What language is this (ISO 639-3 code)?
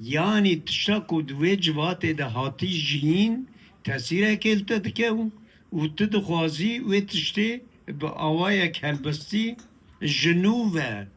kur